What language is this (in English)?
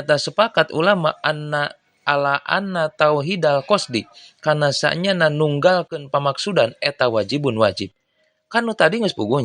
Sundanese